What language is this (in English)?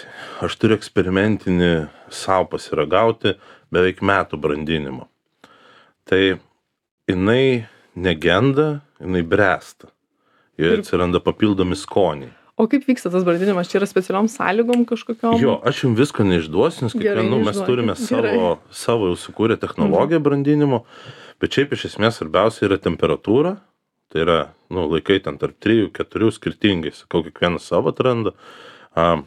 Lithuanian